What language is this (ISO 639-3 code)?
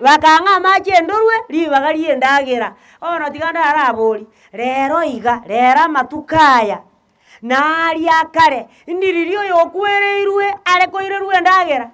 guz